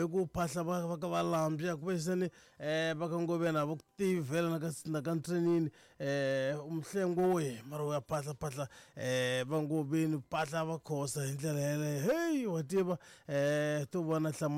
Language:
Tsonga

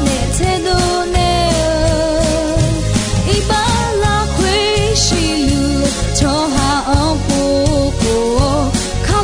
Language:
Akha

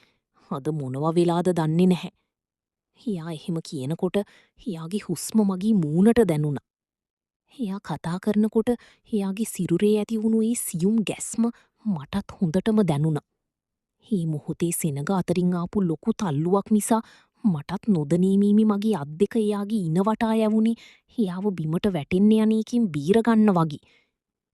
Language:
Sinhala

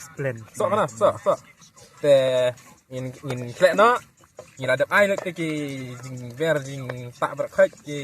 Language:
Khasi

